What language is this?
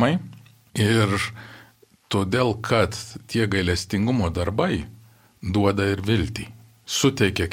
Lithuanian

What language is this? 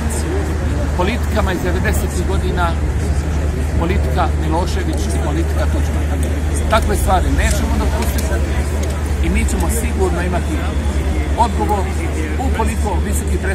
Bosnian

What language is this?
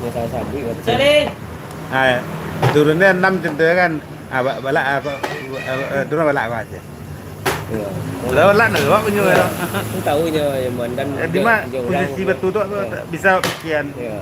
Minangkabau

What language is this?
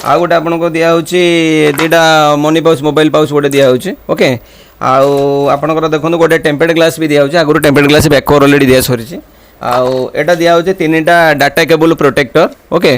Odia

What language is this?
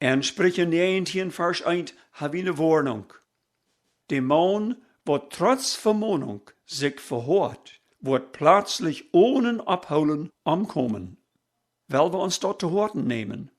Plautdietsch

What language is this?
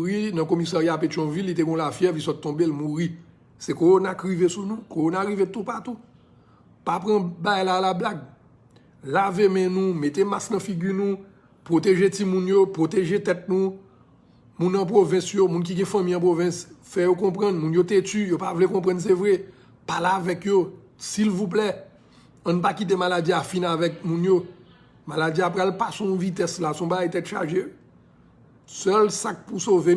Haitian Creole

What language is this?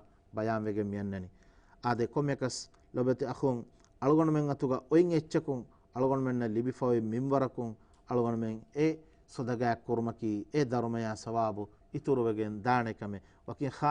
Divehi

